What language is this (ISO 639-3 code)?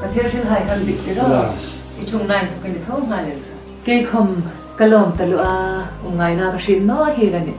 hmr